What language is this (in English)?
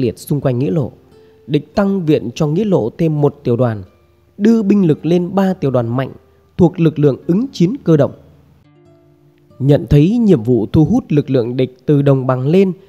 Vietnamese